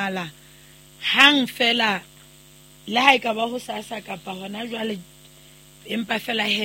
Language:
Southern Sotho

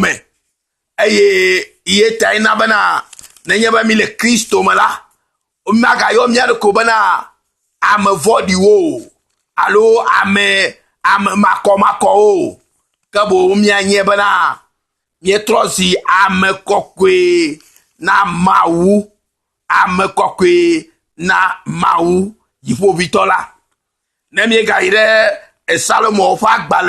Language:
Ewe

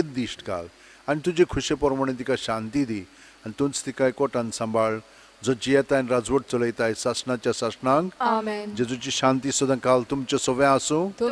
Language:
Konkani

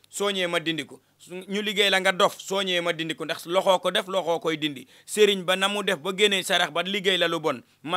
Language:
Wolof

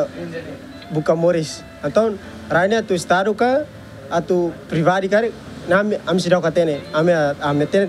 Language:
Tetum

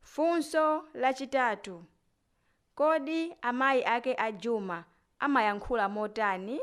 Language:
Nyanja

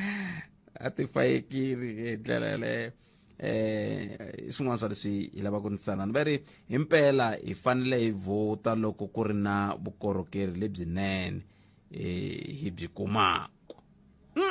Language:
Tsonga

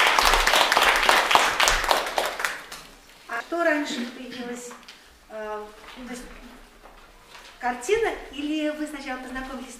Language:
Russian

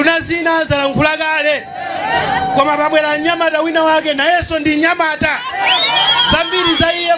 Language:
Nyanja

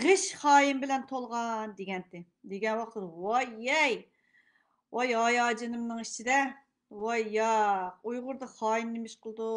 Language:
Uyghur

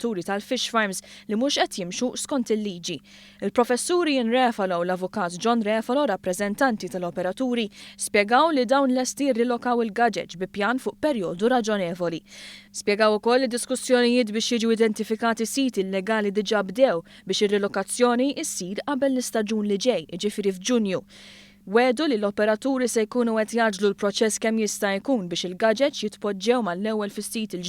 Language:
Maltese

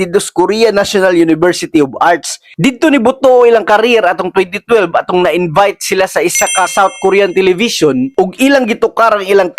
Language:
Cebuano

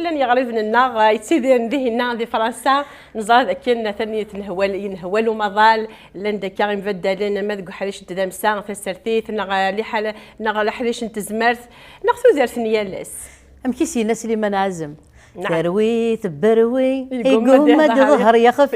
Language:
Kabyle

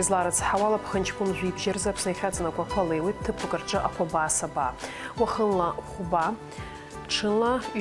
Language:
Abkhazian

